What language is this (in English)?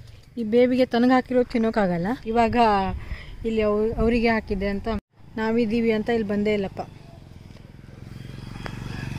Kannada